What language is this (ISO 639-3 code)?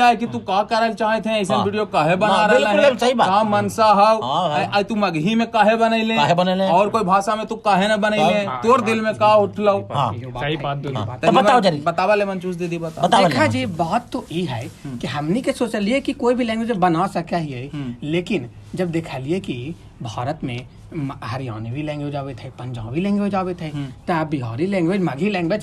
mag